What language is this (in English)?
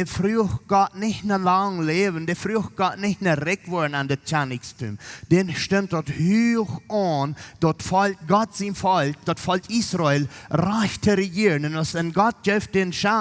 Plautdietsch